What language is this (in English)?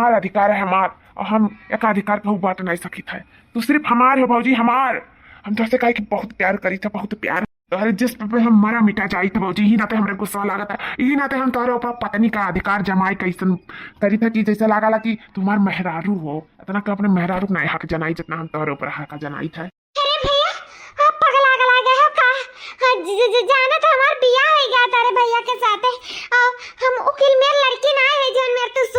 Awadhi